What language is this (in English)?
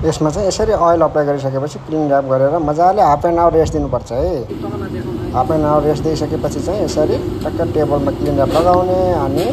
Nepali